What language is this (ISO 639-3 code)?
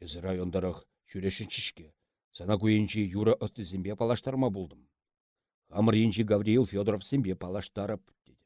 chv